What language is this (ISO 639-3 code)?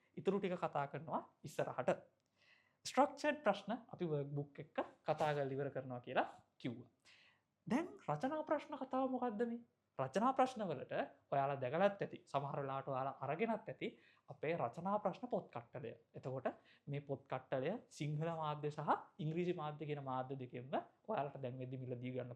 sin